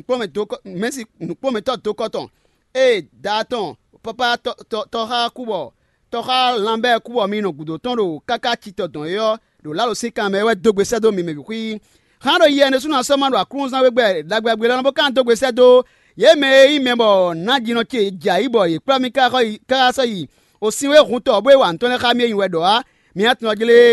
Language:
Fon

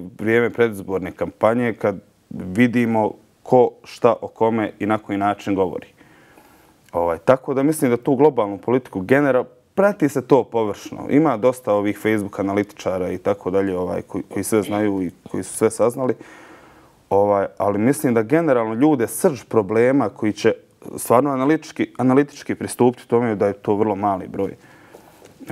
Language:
Bosnian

